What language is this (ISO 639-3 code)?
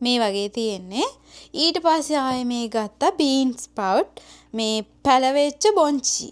sin